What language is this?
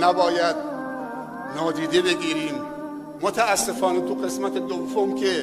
Tajik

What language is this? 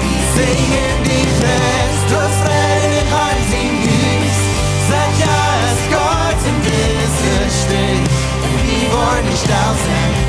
Plautdietsch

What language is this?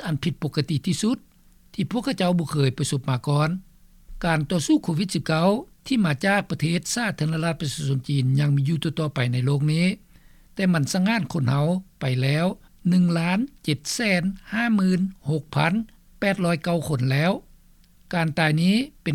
Lao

